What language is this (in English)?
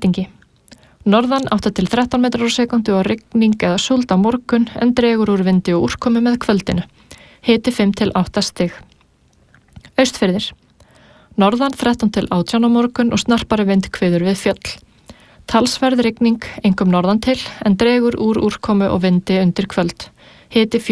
Icelandic